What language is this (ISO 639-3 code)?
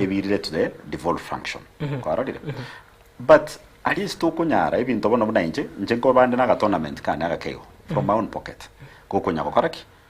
guz